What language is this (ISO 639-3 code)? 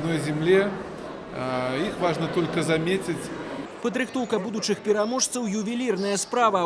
bel